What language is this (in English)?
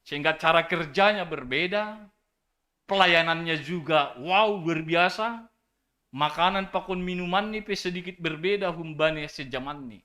Batak Simalungun